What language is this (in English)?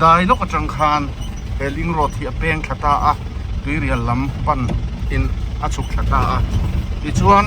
Mizo